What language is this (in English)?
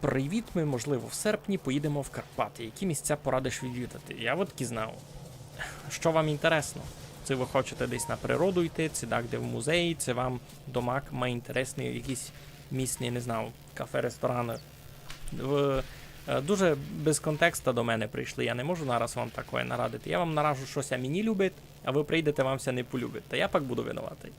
Rusyn